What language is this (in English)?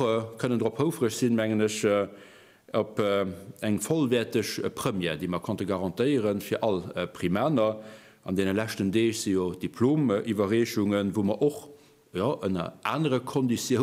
Luxembourgish